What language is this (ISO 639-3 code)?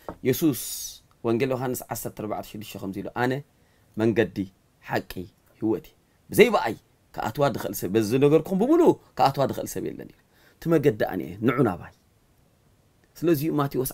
tir